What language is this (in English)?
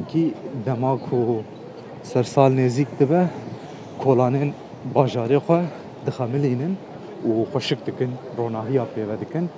Kurdish